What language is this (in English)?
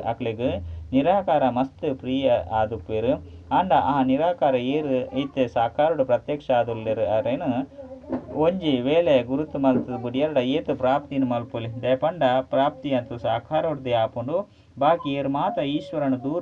Tulu